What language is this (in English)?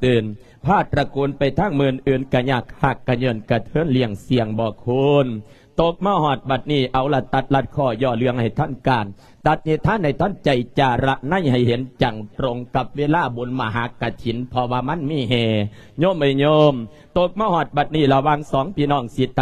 Lao